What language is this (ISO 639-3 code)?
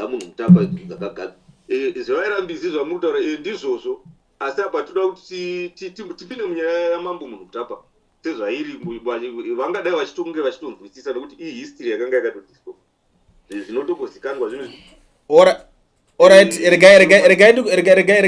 sna